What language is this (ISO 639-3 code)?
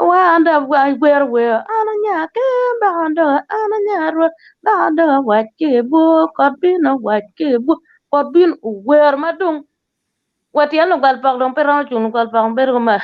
ach